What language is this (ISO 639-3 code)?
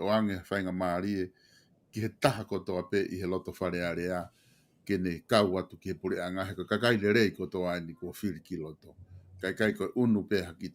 ton